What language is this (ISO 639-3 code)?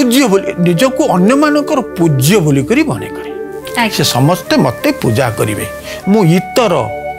ori